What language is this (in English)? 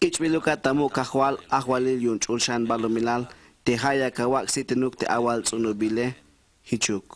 Tzeltal